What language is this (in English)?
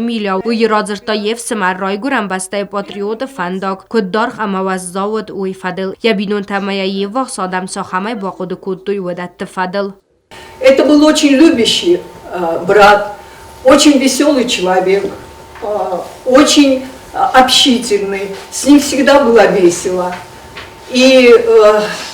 Ossetic